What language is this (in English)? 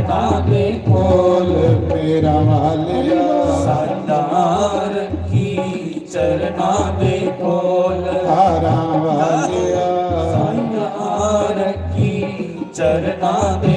Dogri